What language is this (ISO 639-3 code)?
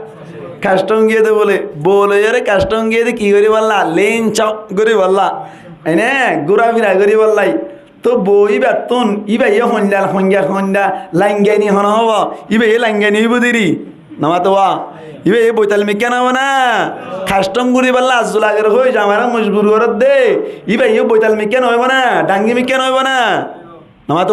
rhg